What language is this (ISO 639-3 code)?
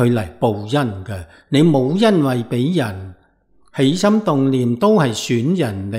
yue